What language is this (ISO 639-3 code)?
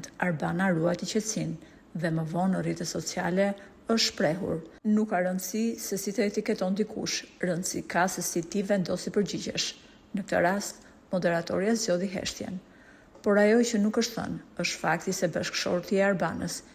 sqi